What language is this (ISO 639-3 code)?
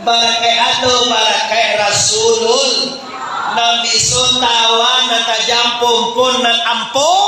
min